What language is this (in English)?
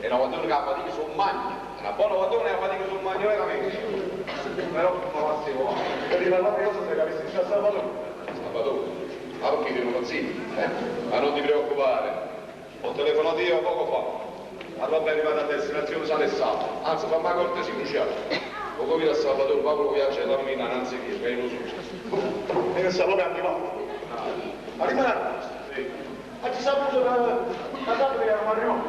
Neapolitan